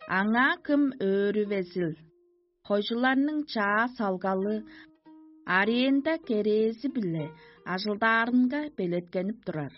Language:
Tuvinian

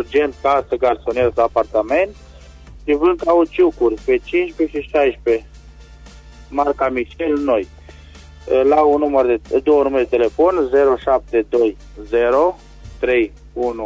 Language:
Romanian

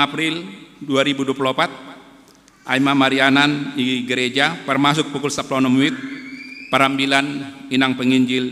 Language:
Batak Simalungun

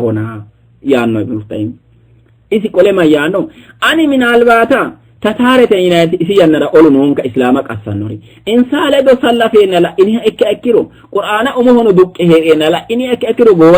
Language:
Sidamo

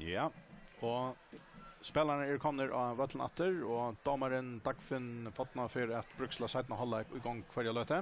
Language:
Faroese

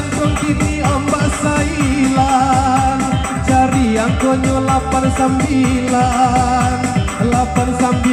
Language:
Minangkabau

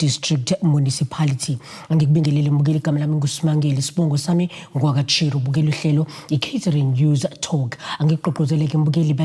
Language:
Zulu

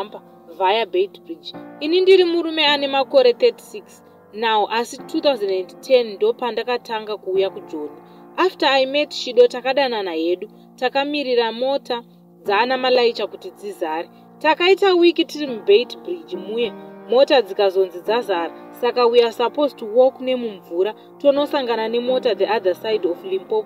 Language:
Shona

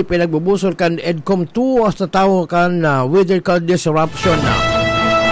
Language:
Bikol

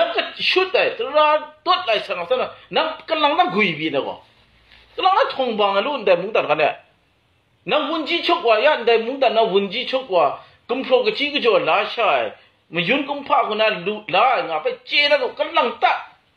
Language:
Kachin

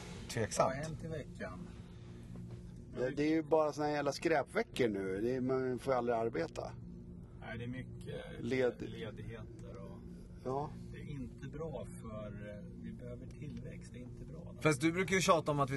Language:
Swedish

